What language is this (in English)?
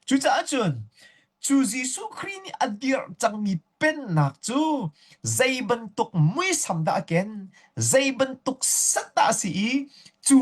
Hakha Chin